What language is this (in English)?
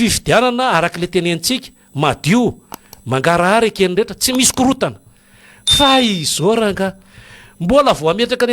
Malagasy